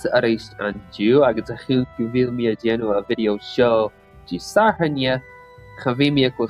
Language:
Scottish Gaelic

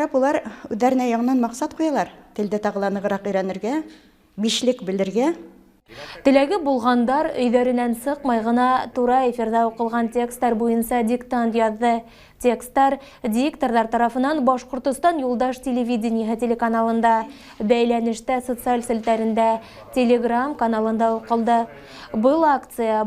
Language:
Bashkir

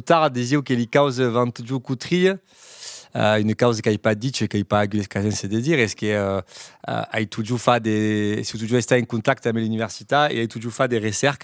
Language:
Occitan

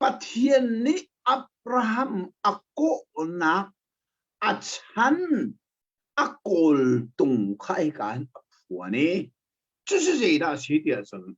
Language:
Hakha Chin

